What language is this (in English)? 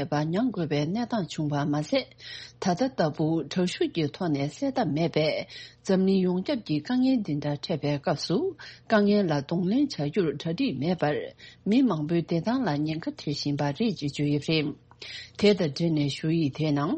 Tibetan